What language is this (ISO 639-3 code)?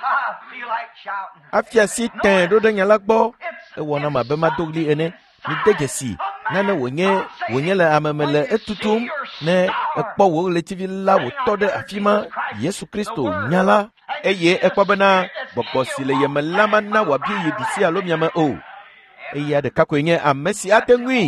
ewe